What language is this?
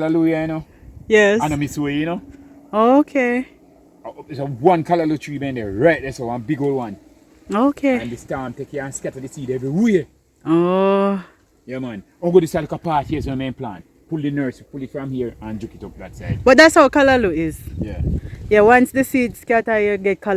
Jamaican Creole English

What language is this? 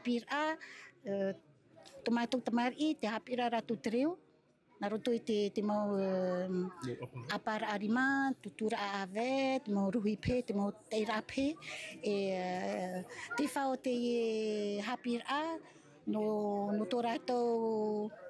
Tahitian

